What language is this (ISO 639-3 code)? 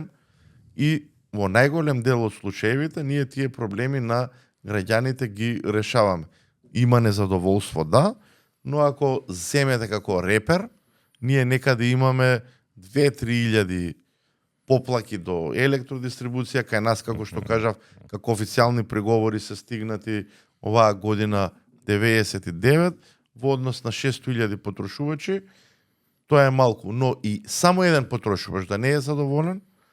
mkd